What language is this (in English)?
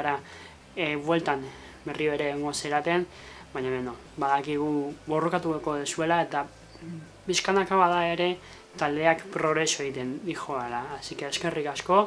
Basque